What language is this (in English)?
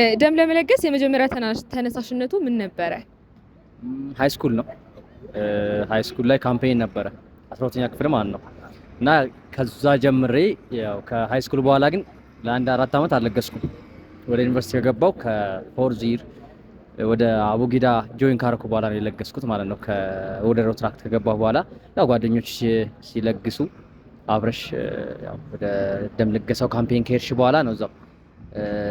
Amharic